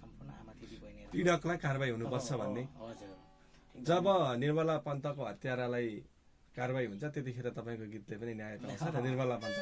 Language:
Nepali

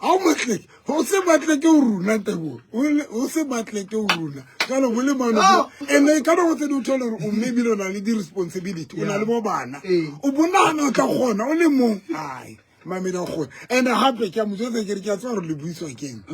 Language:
Southern Sotho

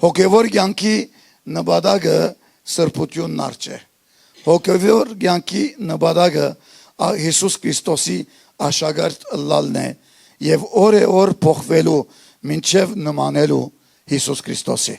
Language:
Western Armenian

